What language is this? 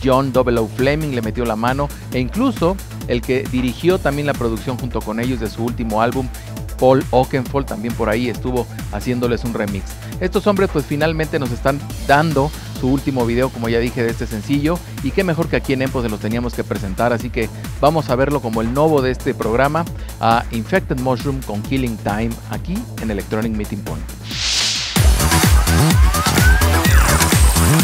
Spanish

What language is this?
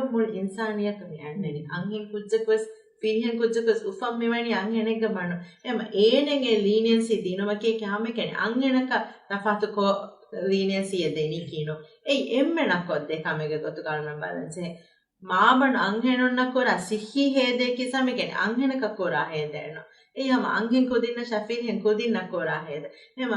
Divehi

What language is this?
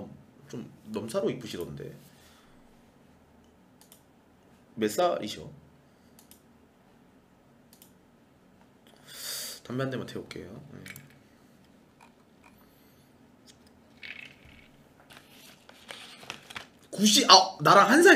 Korean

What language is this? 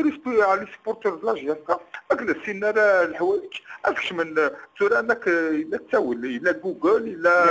Kabyle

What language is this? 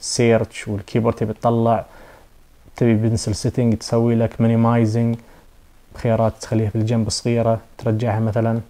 Najdi Arabic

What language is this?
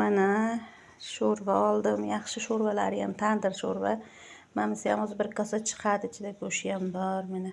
Uzbek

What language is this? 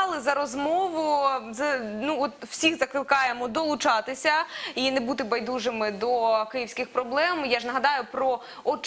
Ukrainian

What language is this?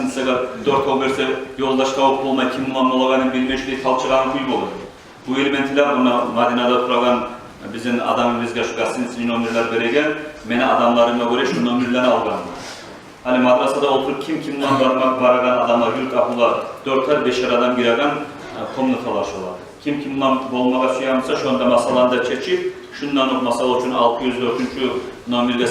Kumyk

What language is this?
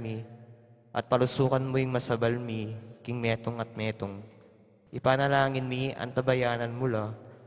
Pampanga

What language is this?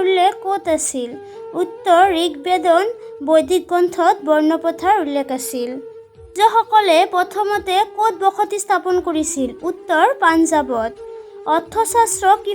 Assamese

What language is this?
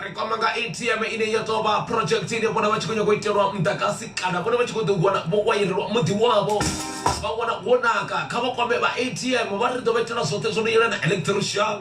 Venda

